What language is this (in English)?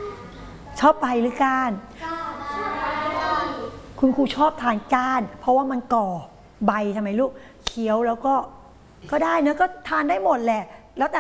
Thai